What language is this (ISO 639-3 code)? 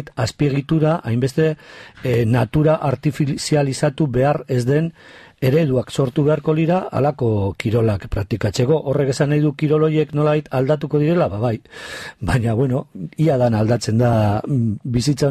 eus